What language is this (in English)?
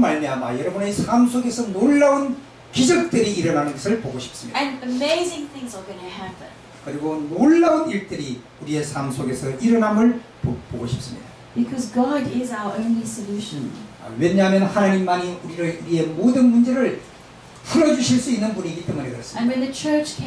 Korean